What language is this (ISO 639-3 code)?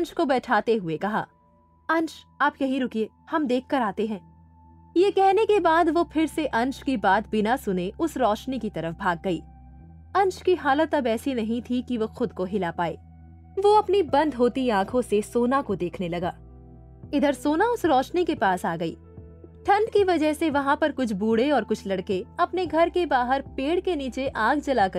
hin